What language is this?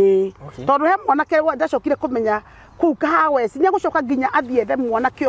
Kikuyu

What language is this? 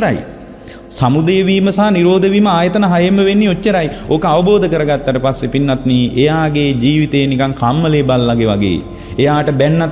Sinhala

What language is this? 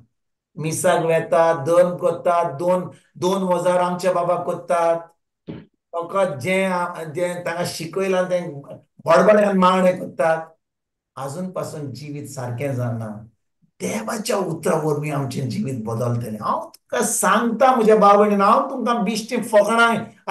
Konkani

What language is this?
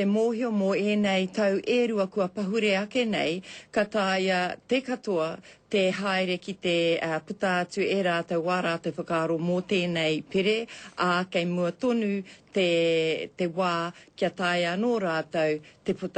Māori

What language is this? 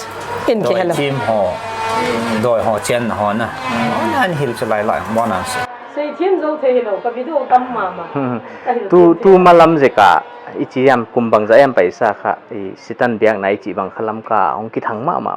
Paite Chin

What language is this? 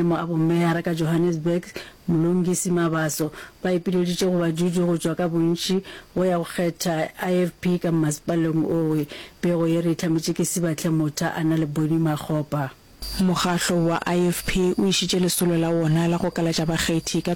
Northern Sotho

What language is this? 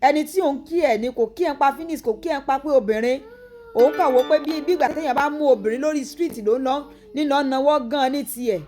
Yoruba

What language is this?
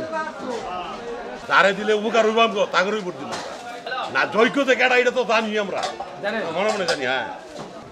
Bangla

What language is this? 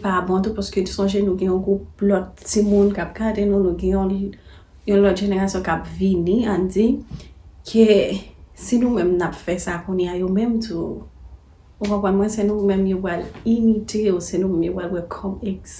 Haitian Creole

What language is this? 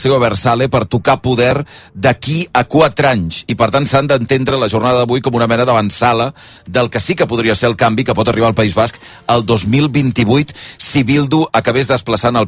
Catalan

